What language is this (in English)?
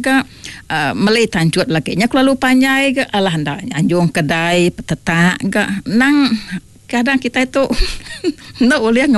Iban